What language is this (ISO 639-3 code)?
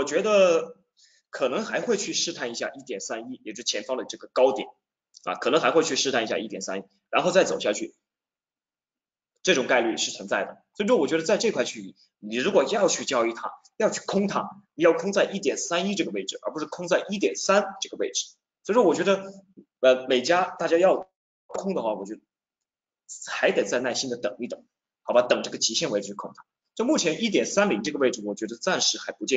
zho